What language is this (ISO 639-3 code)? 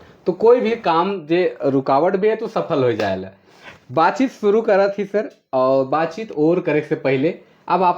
sck